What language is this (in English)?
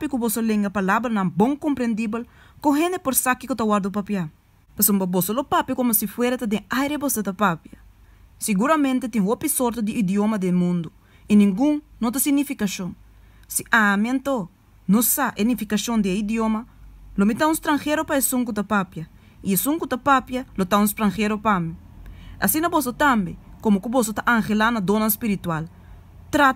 Papiamento